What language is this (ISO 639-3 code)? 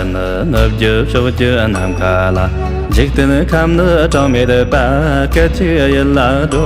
bod